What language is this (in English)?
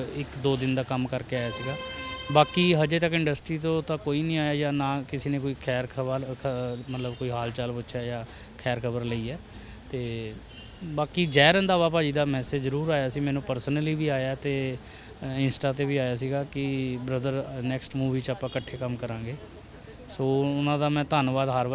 Punjabi